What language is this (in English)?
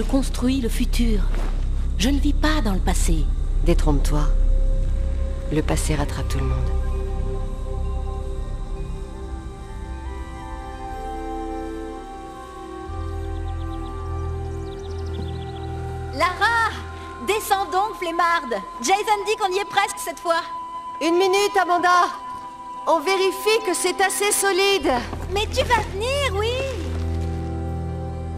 French